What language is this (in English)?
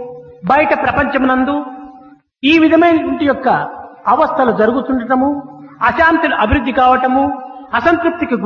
Telugu